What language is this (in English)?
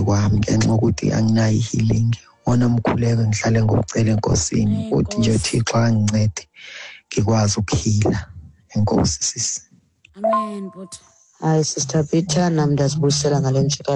Xhosa